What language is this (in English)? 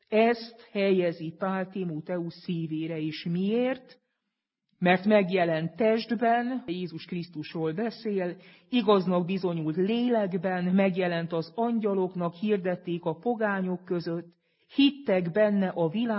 Hungarian